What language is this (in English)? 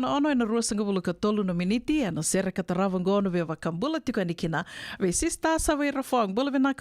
Fijian